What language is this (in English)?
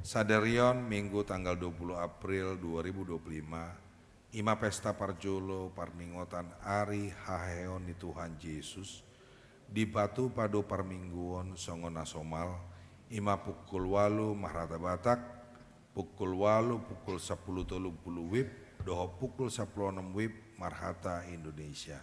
Batak Toba